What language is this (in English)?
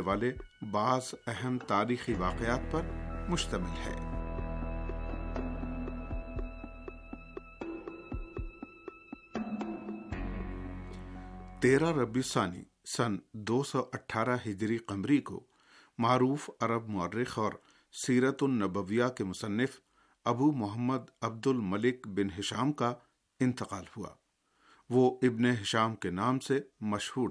Urdu